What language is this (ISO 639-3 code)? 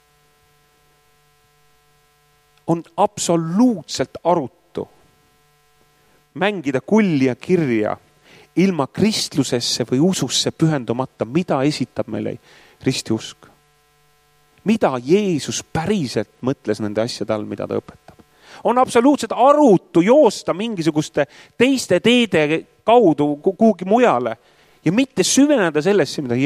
est